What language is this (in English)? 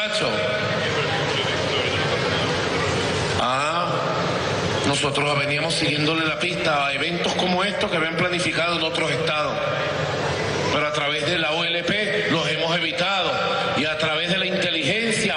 Spanish